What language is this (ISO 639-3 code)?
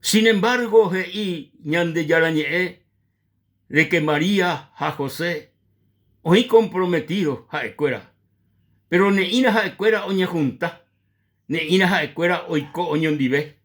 grn